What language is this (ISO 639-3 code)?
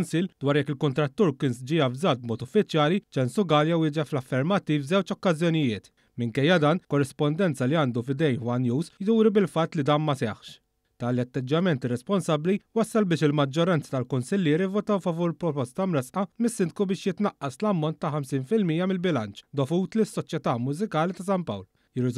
mlt